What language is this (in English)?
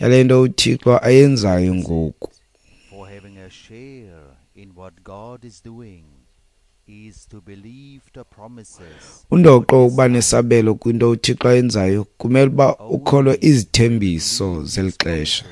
Xhosa